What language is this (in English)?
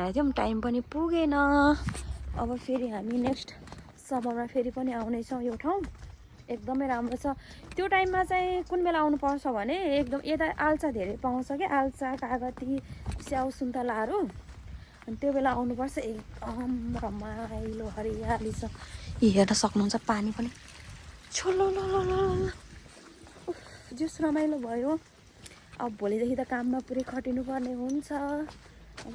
Nepali